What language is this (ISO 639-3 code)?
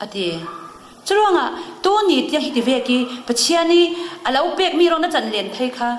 cfm